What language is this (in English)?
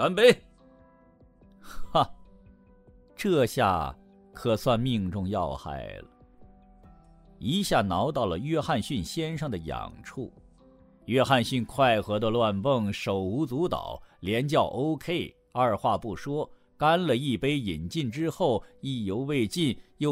Chinese